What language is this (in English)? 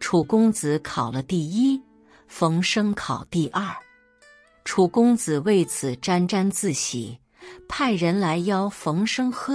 Chinese